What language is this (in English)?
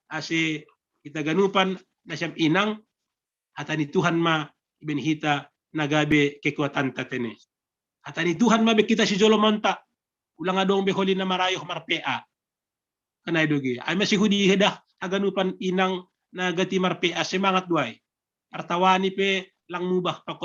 Batak Simalungun